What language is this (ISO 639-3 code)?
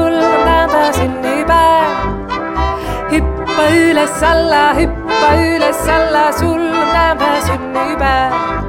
est